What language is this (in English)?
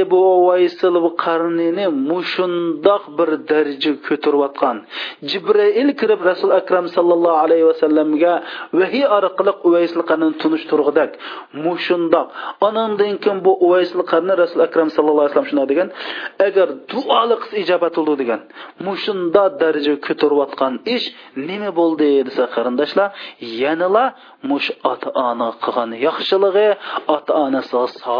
Uyghur